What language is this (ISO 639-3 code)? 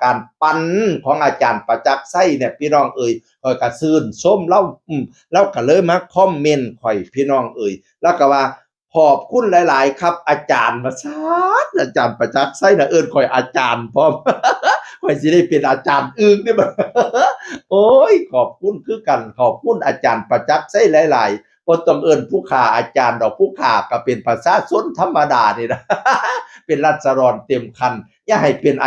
tts